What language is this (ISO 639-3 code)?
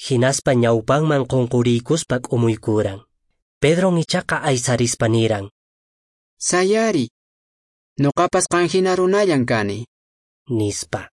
que